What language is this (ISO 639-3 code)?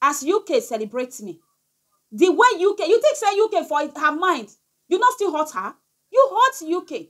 pcm